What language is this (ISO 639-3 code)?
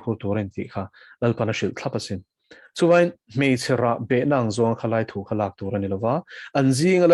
lus